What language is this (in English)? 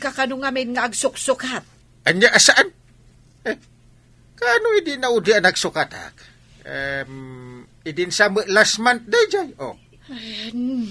Iloko